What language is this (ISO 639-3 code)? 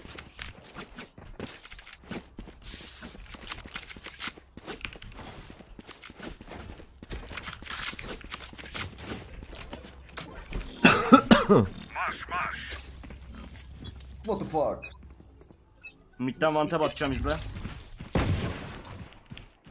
tur